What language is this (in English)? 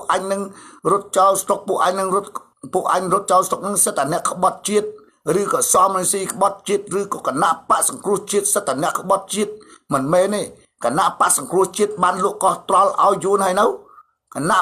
Khmer